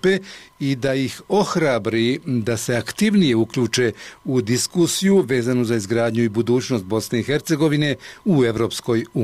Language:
Bosnian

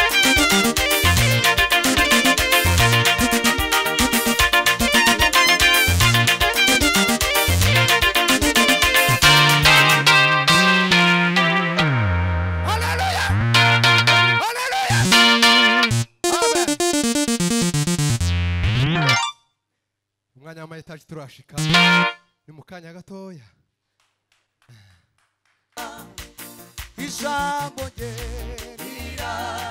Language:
Kinyarwanda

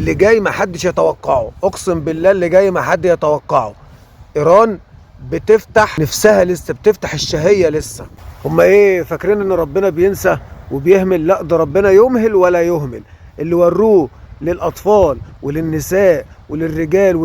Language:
Egyptian Arabic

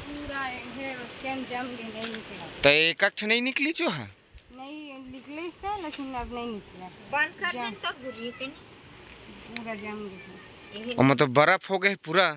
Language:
Chhattisgarhi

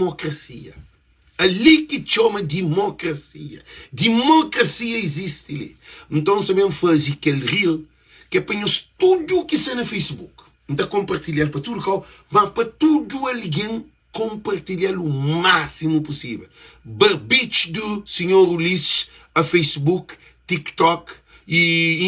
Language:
Kabuverdianu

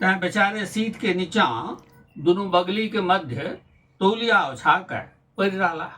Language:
Maithili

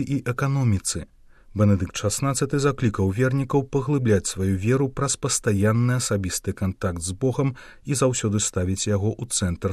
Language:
Belarusian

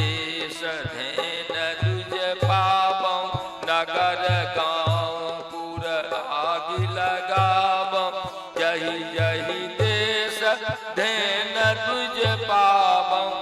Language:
Maithili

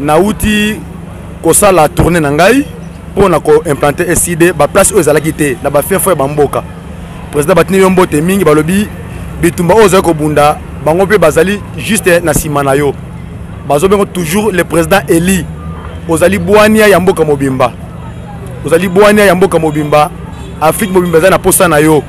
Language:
Lingala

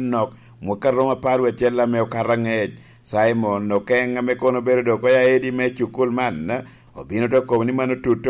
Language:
Lango (Uganda)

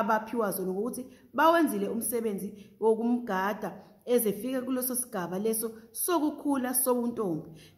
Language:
Zulu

